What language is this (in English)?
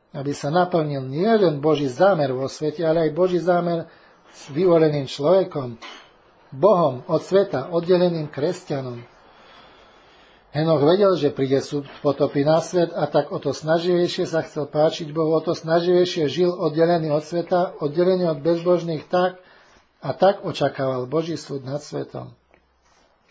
Slovak